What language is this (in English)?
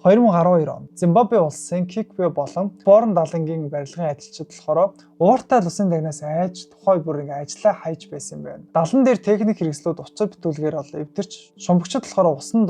Mongolian